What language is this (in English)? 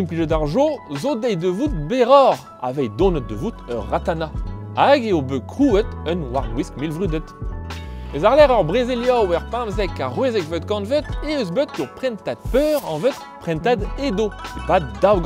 Breton